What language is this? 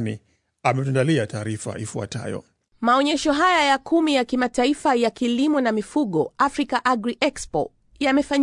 Swahili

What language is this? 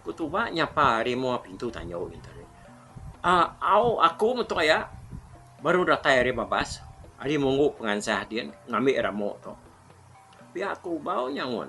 Iban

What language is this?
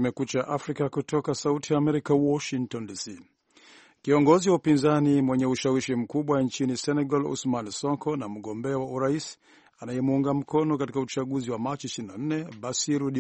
Swahili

